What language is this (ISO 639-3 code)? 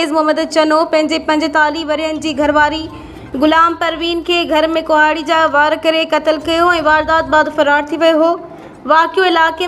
snd